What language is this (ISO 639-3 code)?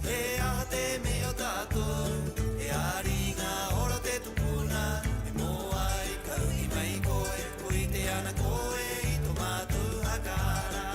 rap